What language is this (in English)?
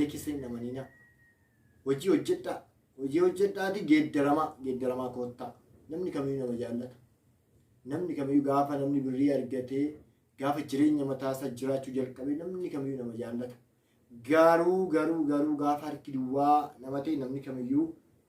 Oromo